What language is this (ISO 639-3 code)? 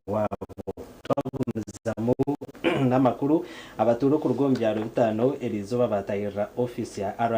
nyn